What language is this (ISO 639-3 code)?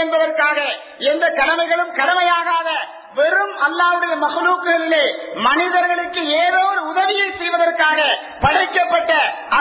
tam